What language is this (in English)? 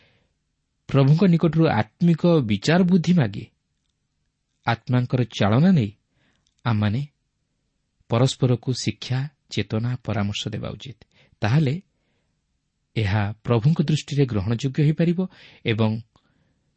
Odia